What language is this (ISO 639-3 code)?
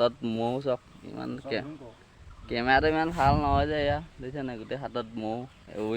asm